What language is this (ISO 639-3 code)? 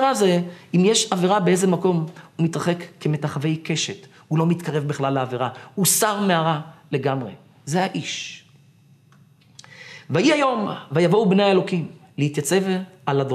heb